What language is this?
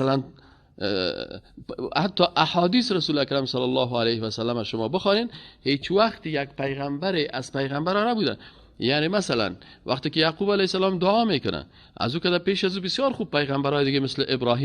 Persian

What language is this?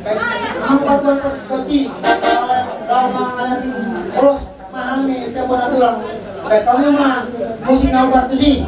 Batak Toba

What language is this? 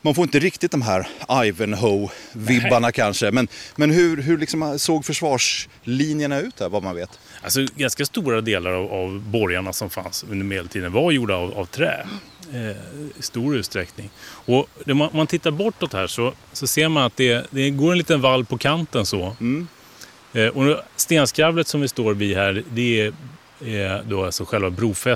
Swedish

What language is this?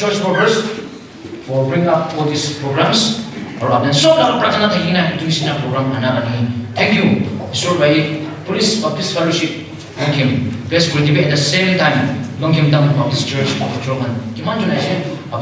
Naga Pidgin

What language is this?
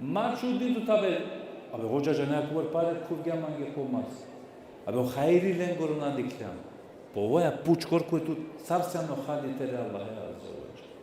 Balkan Romani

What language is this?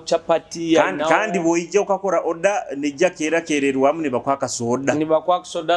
Nyoro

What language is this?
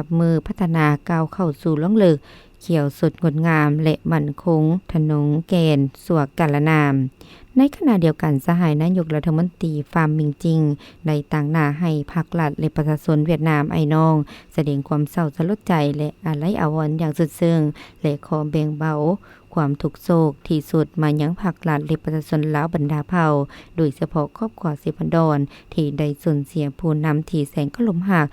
Lao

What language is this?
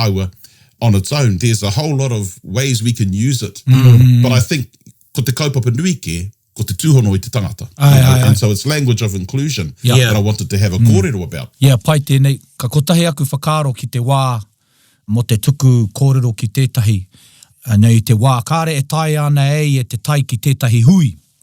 Māori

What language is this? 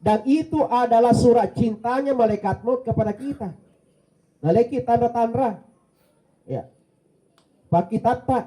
Buginese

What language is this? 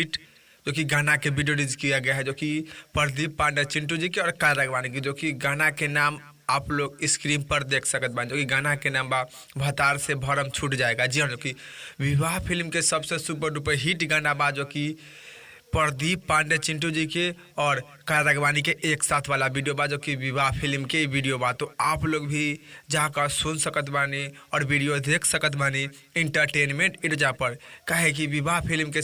Bhojpuri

